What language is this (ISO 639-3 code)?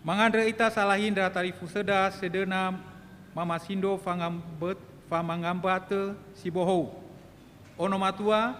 nia